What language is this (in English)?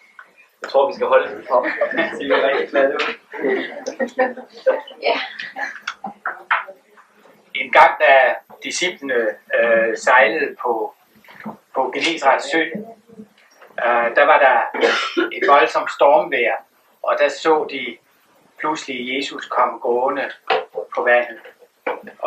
Danish